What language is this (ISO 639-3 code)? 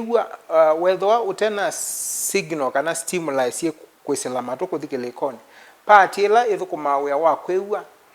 kam